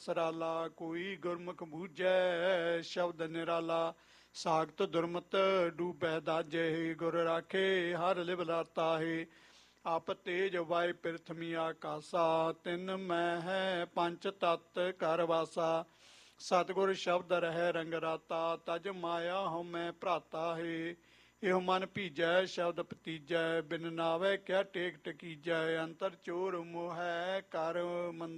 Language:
Punjabi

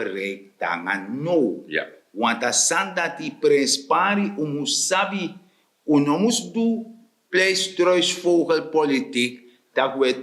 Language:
Sranan Tongo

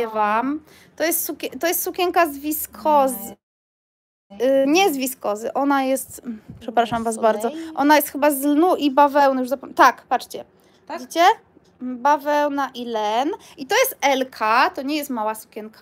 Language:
Polish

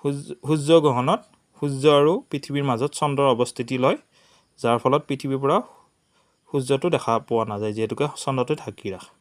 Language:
Assamese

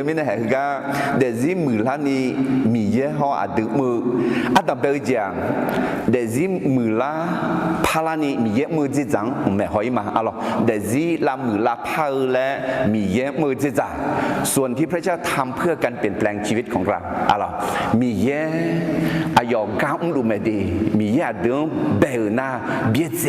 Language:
Akha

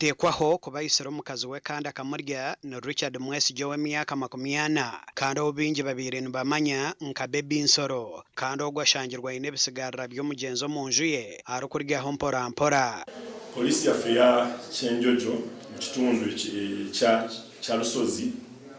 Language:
Nyankole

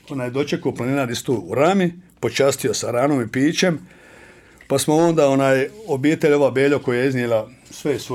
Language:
Bosnian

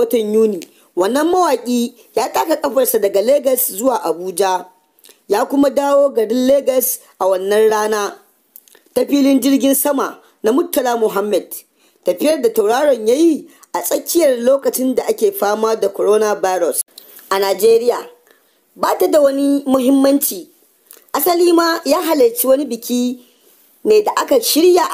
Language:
Hausa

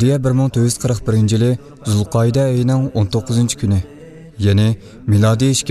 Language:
Uyghur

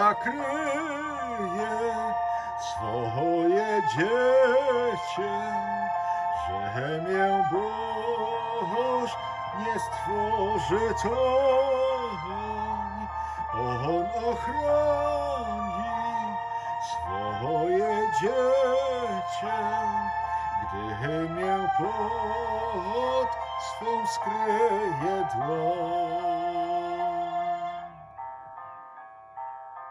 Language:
Polish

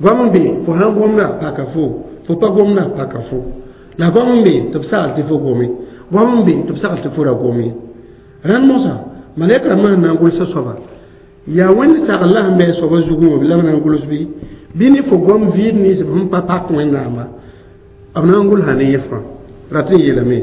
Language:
Mossi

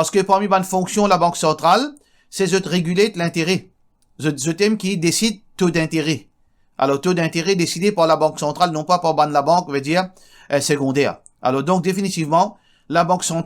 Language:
Morisyen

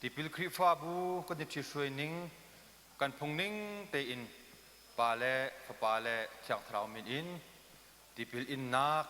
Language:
Hakha Chin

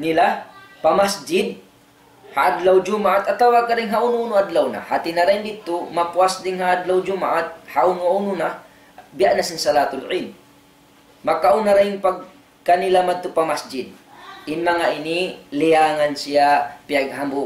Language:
Tausug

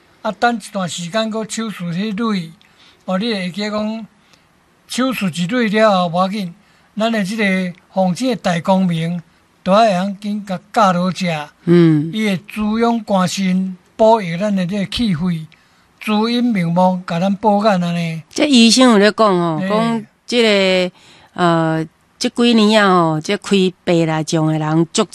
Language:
Min Nan Chinese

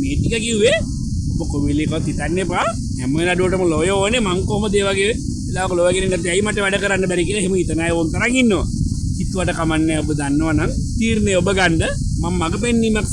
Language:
Sinhala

